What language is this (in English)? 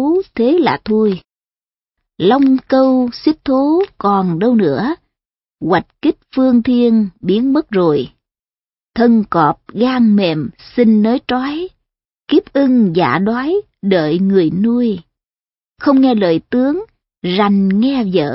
Vietnamese